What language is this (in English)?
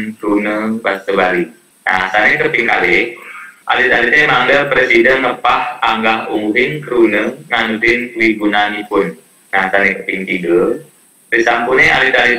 Balinese